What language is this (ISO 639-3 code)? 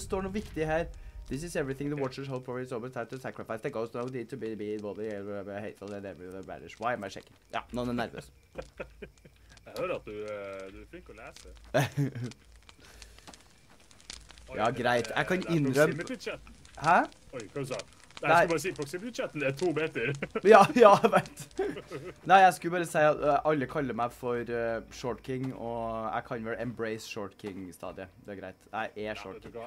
nor